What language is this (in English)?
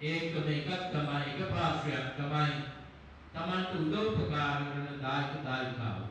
Sinhala